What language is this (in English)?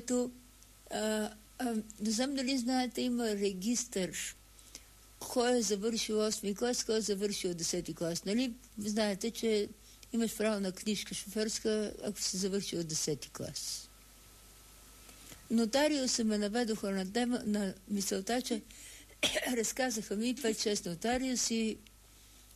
Bulgarian